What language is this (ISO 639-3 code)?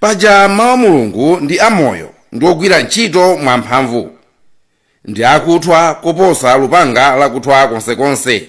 nya